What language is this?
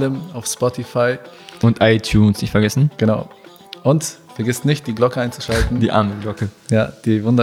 German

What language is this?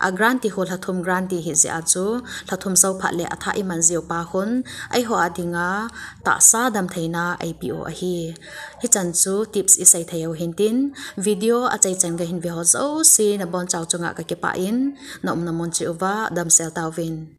Thado Chin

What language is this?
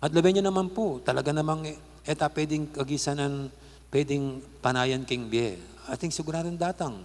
Pampanga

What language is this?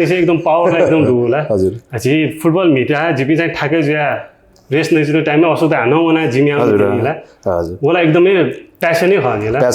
Newari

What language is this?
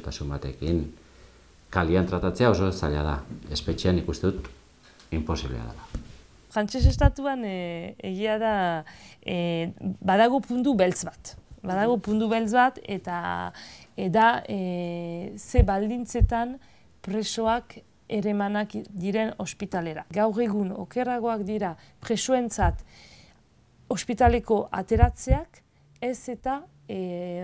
Basque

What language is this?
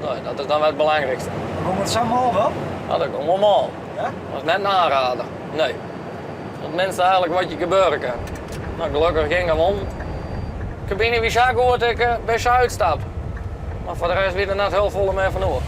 Western Frisian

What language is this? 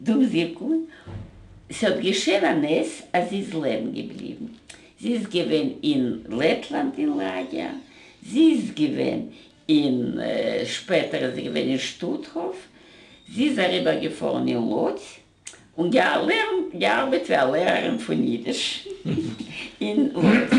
Yiddish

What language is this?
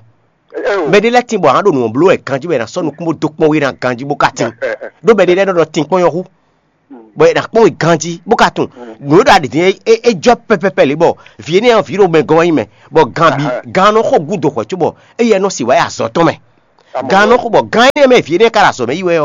Fon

